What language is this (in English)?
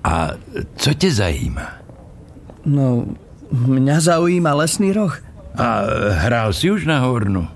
Slovak